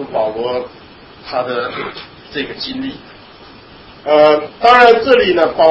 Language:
Chinese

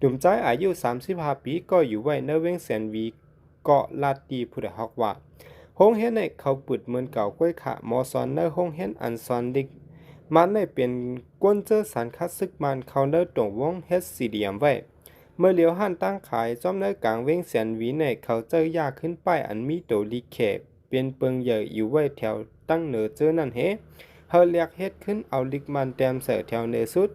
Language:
Shan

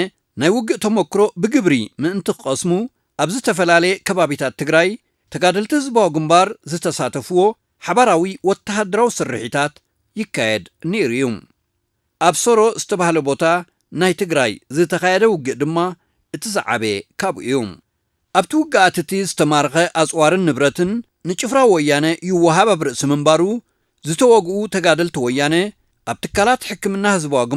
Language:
Tigrinya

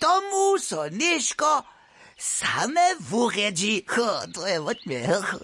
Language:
Upper Sorbian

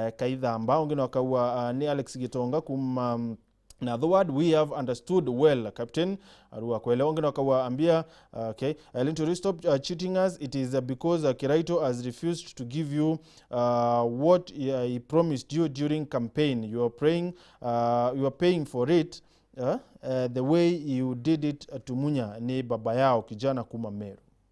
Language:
Meru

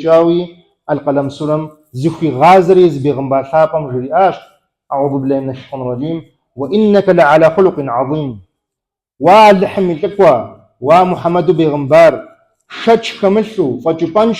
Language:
Kabardian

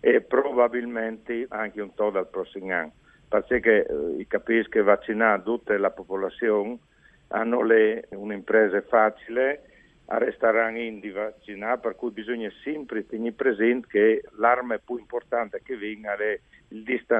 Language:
Friulian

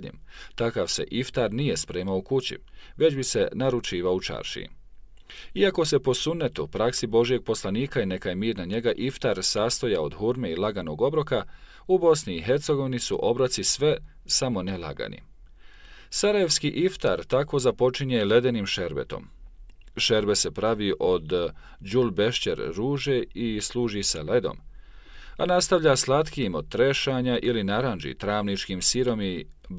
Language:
Bosnian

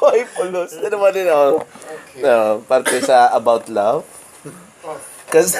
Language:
Hiligaynon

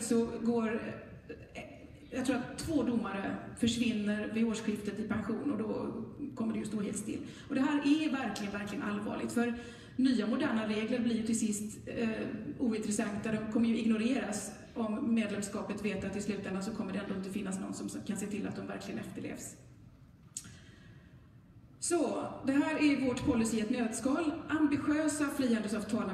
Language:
Swedish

